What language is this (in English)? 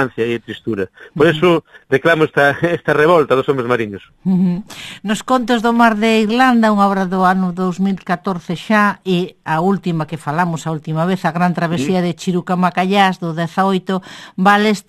Galician